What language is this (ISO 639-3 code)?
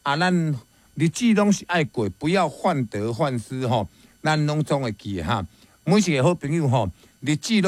nan